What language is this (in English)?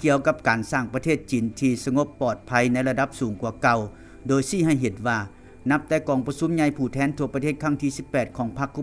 Lao